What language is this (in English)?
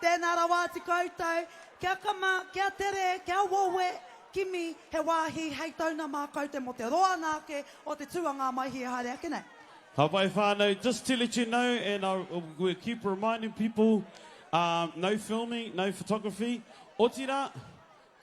Māori